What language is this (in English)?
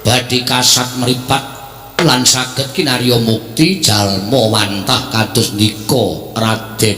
Javanese